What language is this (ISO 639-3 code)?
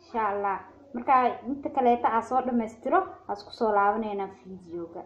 som